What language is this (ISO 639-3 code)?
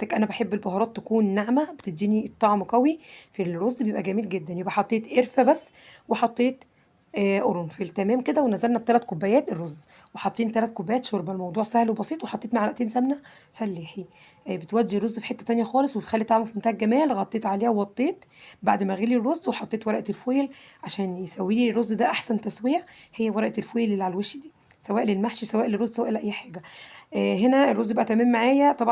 arz